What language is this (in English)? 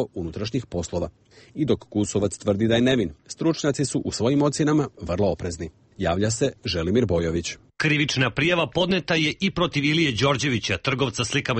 Serbian